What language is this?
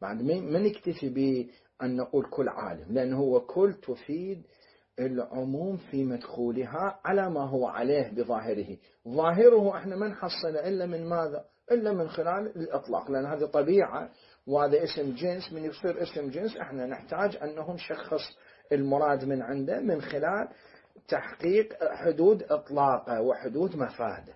Mesopotamian Arabic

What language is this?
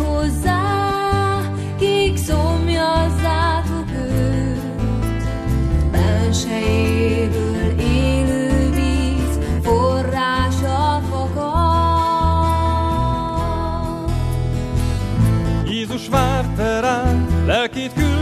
Hungarian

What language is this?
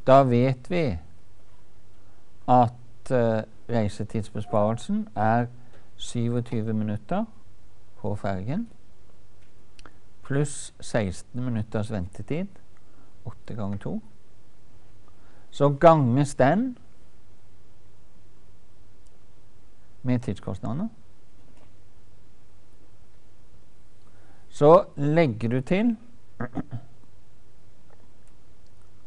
Norwegian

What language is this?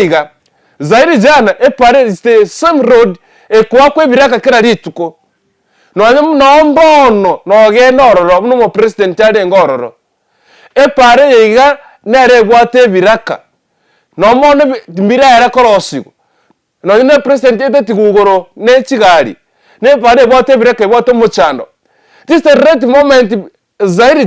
Gusii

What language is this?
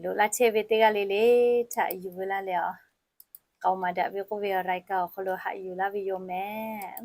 Lahu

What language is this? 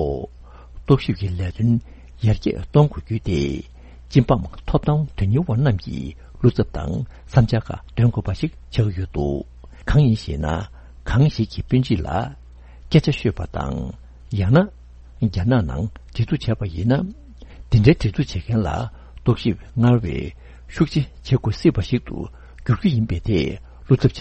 Tibetan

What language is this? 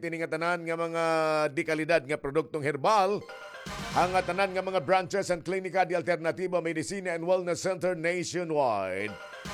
Waray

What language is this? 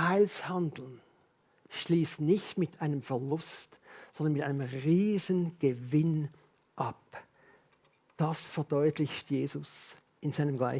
Swiss German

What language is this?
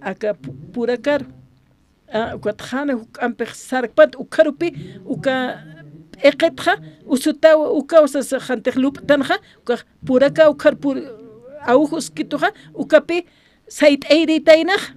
Aymara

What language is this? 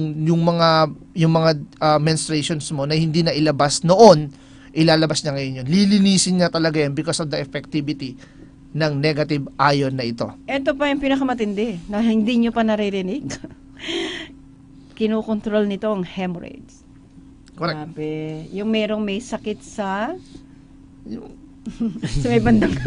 Filipino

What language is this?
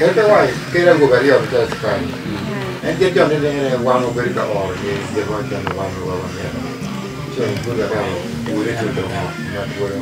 Acoli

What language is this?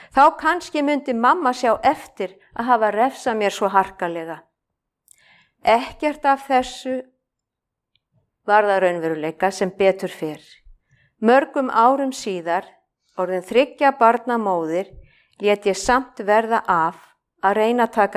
Icelandic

